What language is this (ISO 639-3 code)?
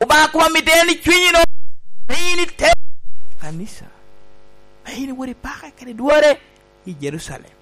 laj